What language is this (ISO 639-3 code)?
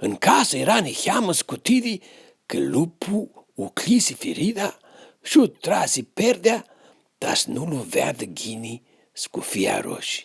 rup